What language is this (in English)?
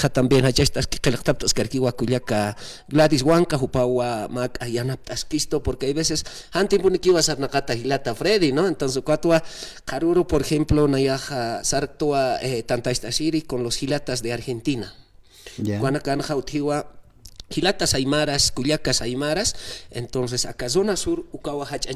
Aymara